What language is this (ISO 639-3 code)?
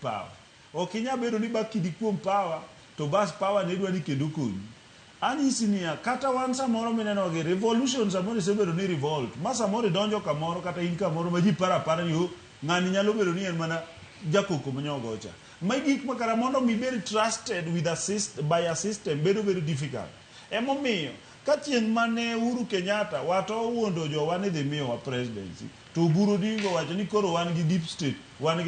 luo